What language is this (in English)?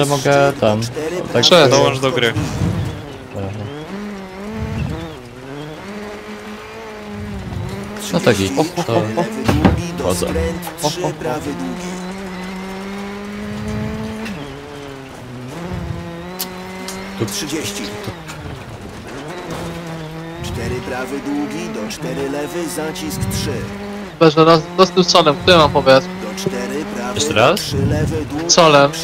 Polish